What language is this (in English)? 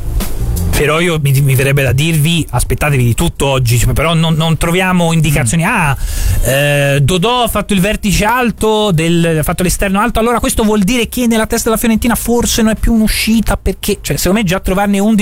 Italian